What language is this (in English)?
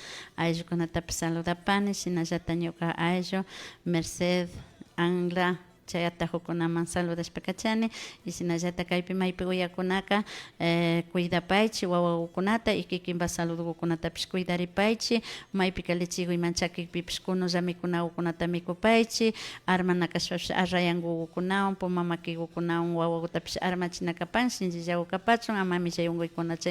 Imbabura Highland Quichua